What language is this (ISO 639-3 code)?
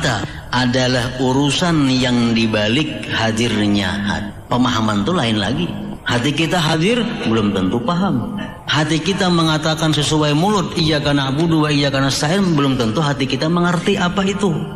bjn